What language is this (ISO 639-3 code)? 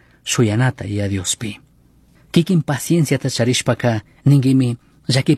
qug